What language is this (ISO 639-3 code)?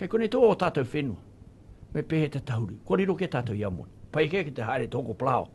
mri